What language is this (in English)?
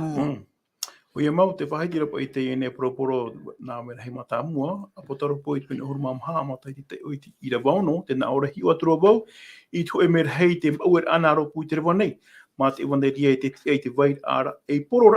Tahitian